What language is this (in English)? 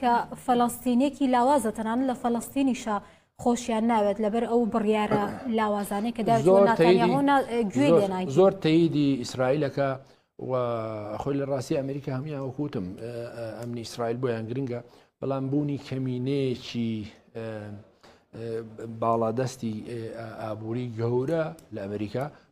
Central Kurdish